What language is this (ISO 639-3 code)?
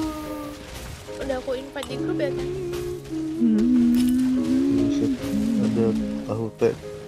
ind